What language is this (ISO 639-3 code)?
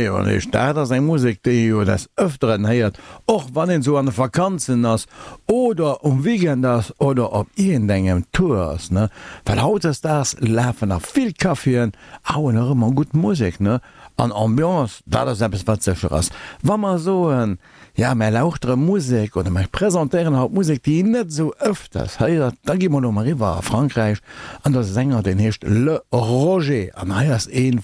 ltz